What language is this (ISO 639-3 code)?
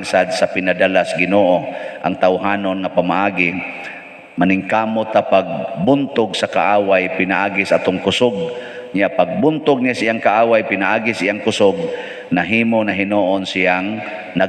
ceb